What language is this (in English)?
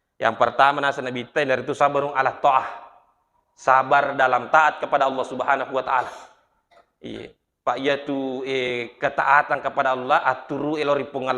Buginese